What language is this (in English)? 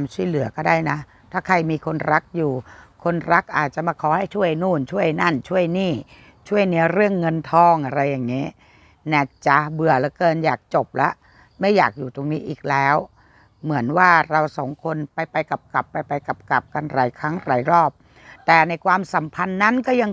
Thai